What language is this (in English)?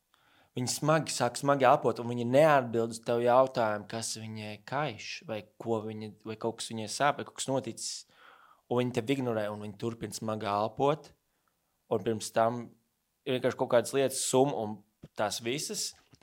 Latvian